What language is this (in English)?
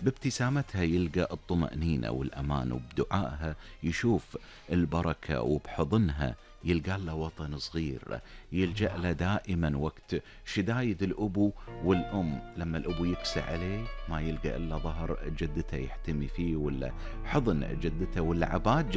Gulf Arabic